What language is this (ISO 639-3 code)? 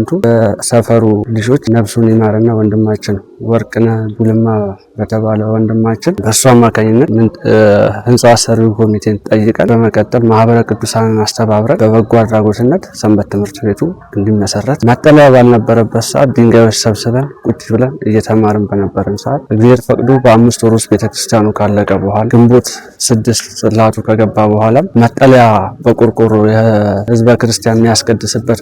amh